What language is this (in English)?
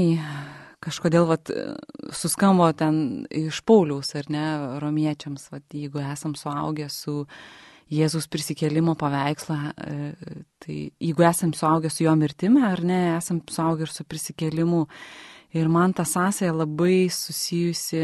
Lithuanian